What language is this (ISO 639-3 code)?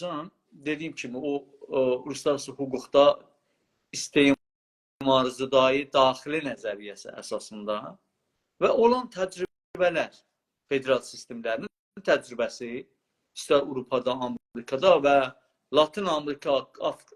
azb